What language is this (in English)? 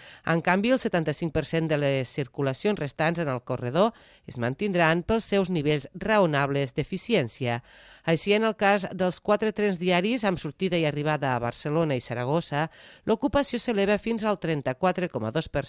Catalan